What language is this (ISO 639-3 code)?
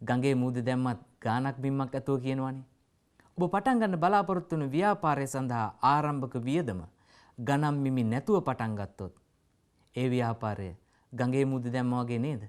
sin